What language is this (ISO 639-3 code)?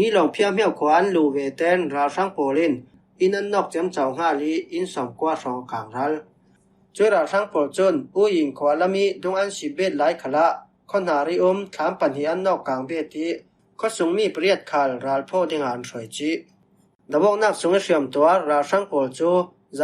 cfm